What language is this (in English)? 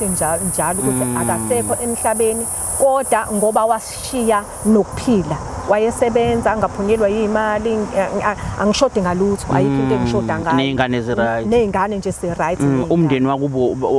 Zulu